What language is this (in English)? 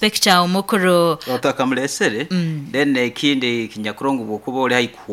Nyankole